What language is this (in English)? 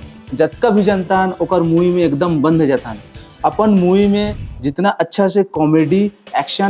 Chhattisgarhi